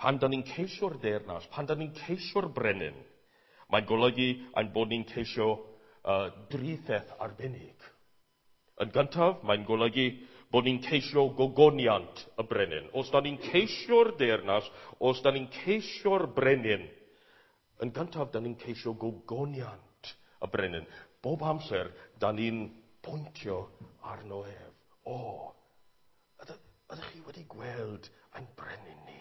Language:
Welsh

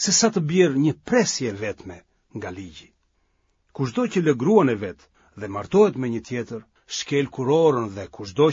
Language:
Albanian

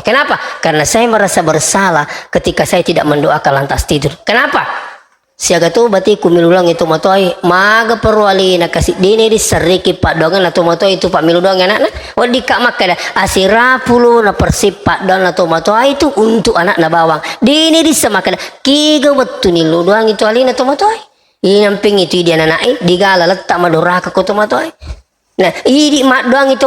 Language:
Buginese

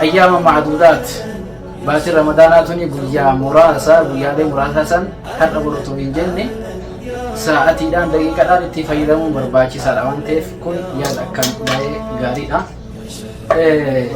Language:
Oromo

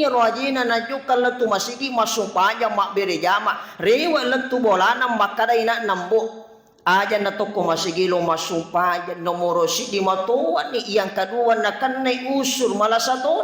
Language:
Buginese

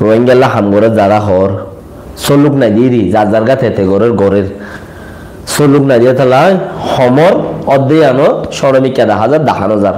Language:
Rohingya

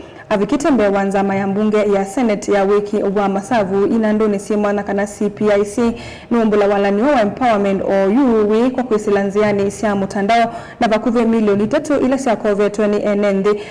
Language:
Kamba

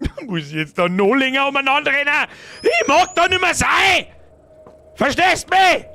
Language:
Bavarian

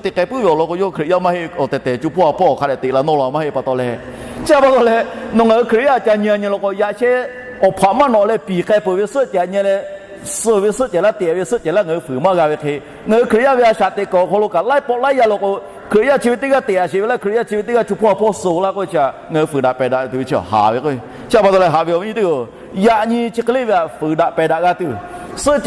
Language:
Lahu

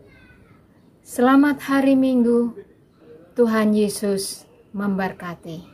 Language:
Indonesian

